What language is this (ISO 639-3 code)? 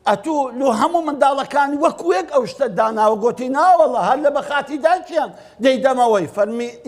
ckb